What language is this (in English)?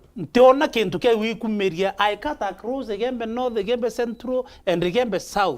Meru